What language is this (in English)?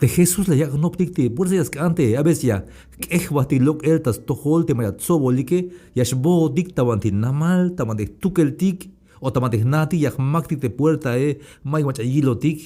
Tzeltal